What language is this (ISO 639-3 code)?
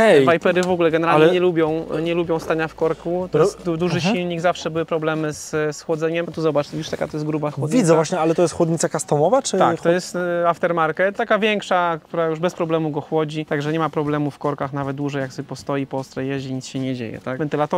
pol